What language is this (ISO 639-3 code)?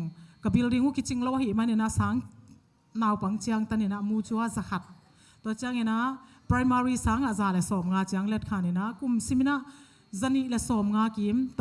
ctd